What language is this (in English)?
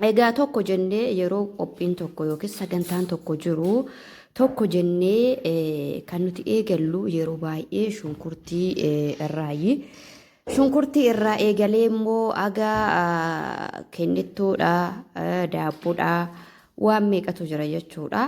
Oromo